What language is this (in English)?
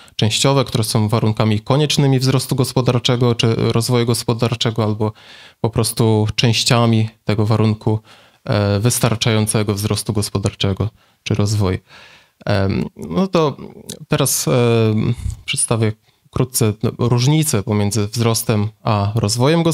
Polish